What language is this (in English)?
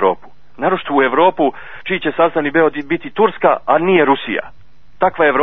Serbian